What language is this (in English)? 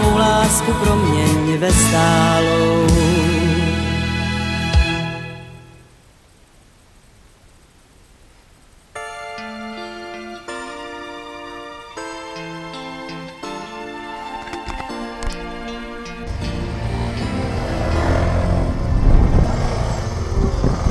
Czech